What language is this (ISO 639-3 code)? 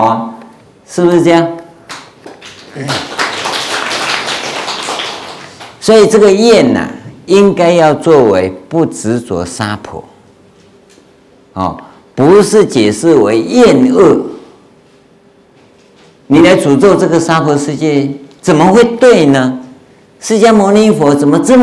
zho